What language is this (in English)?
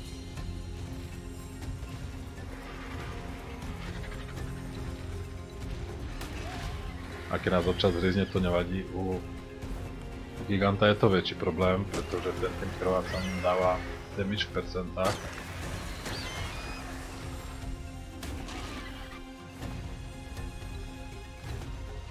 Slovak